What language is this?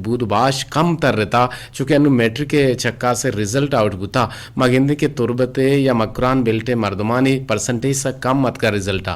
Eastern Balochi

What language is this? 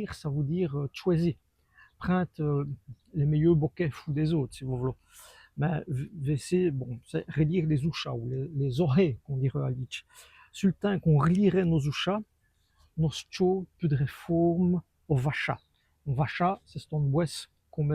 Walloon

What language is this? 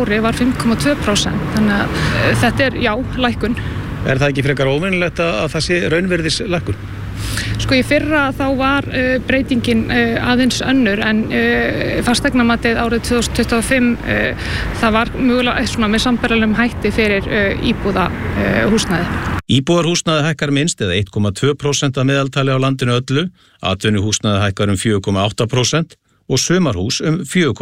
Icelandic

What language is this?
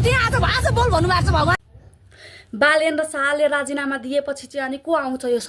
Nepali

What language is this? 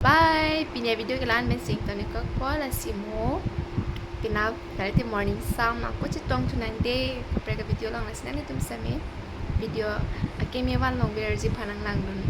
Karbi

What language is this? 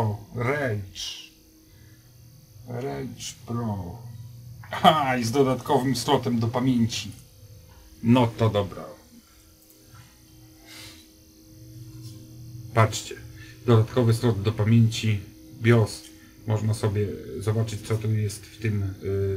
Polish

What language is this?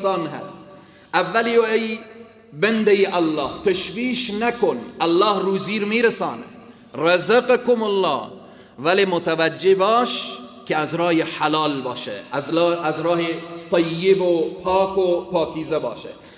Persian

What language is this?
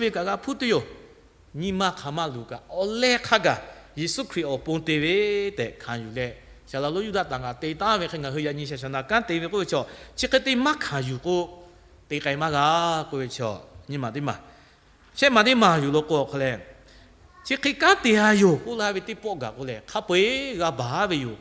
Lahu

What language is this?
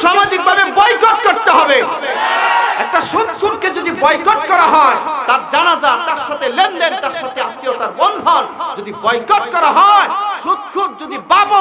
Bangla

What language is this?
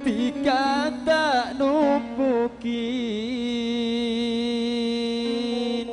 Madurese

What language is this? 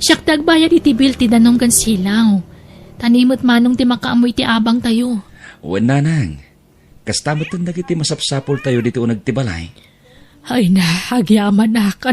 Iloko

